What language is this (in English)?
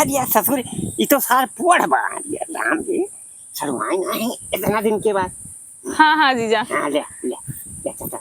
Awadhi